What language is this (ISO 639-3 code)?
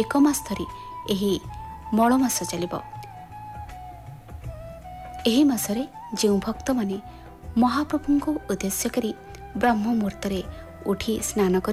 ori